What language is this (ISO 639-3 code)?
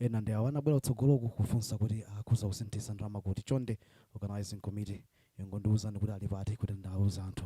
nya